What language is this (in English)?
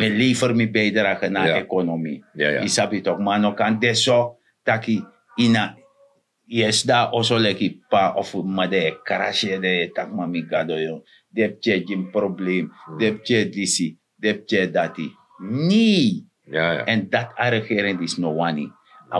Sranan Tongo